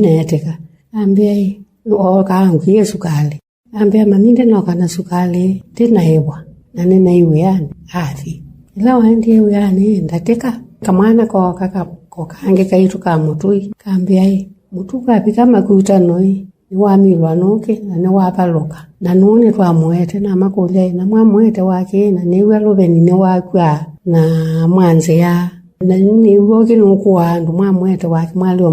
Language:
Kamba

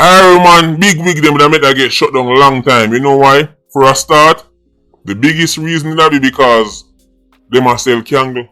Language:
Jamaican Creole English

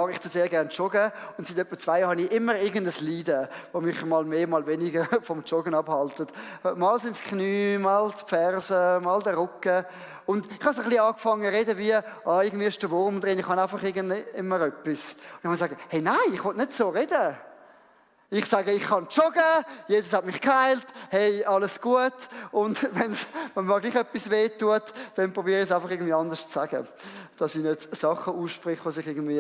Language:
Swiss German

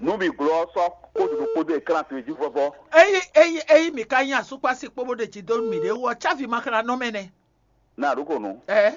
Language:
Fon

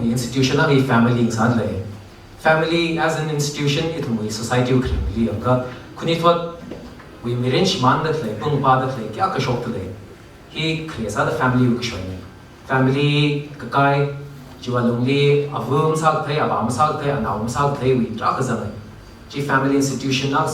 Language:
Tangkhul Naga (India)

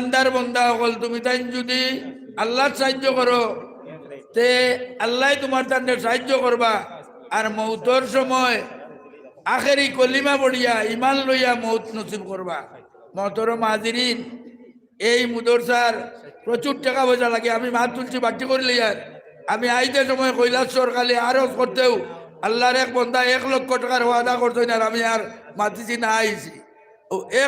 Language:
Sylheti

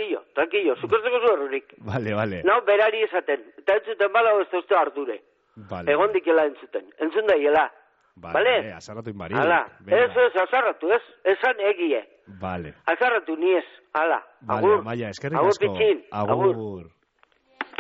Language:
Basque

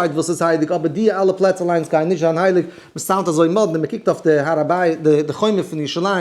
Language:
Yiddish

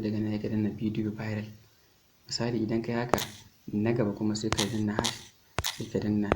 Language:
Hausa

